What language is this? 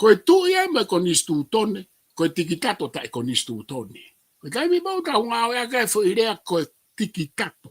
Tongan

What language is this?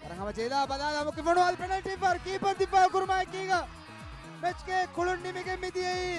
Divehi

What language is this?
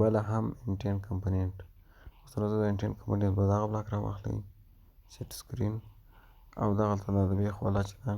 Pashto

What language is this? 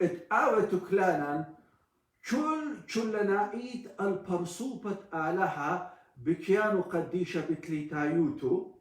Assyrian Neo-Aramaic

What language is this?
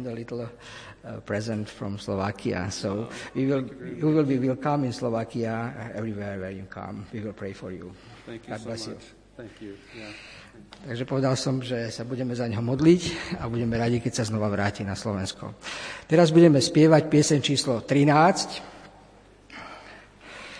Slovak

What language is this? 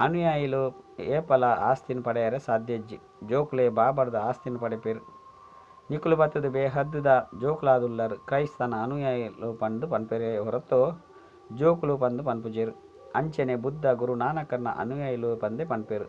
Tulu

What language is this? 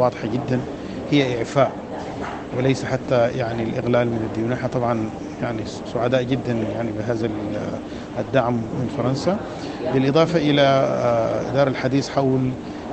Sudanese Arabic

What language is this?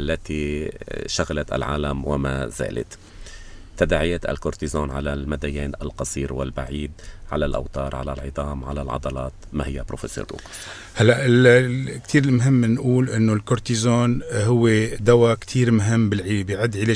North Levantine Arabic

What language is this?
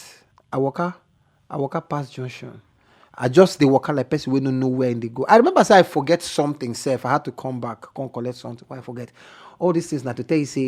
Nigerian Pidgin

